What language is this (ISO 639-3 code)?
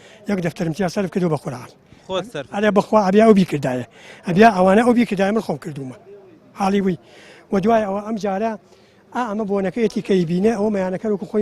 ckb